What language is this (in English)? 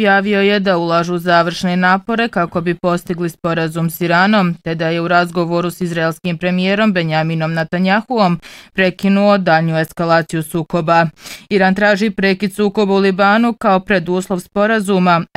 Bosnian